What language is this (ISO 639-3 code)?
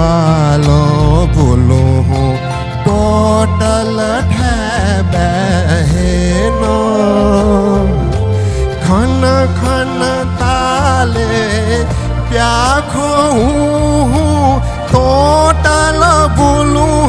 new